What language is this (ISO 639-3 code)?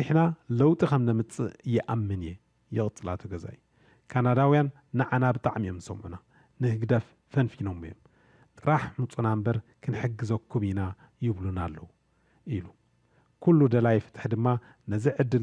tir